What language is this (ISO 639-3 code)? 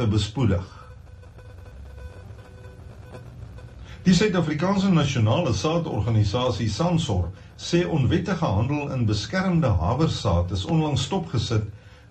afr